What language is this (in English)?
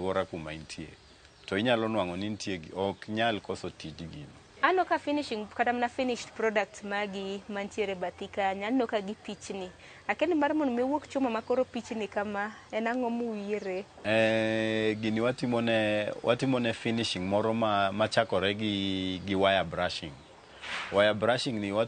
Luo (Kenya and Tanzania)